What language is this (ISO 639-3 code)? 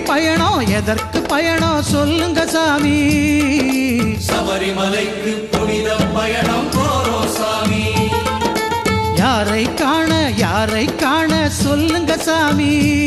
tam